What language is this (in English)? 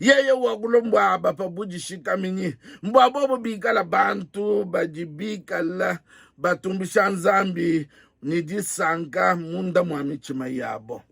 Luba-Lulua